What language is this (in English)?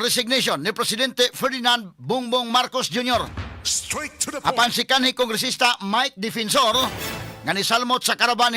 Cebuano